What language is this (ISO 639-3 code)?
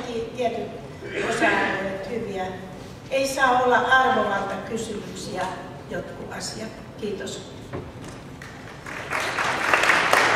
fin